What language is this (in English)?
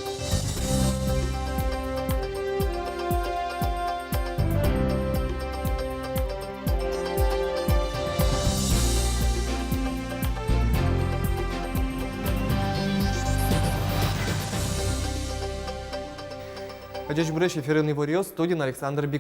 Udmurt